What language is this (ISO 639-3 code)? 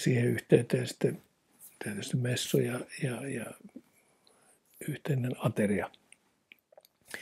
fin